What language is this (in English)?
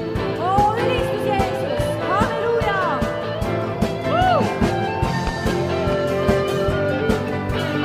Estonian